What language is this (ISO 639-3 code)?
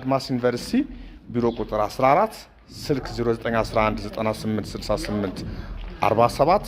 amh